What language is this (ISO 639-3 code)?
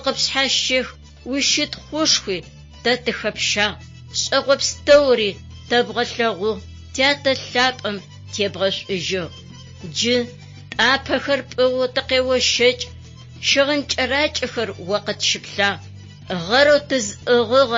ady